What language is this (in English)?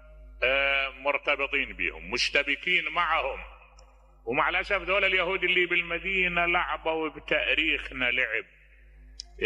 Mesopotamian Arabic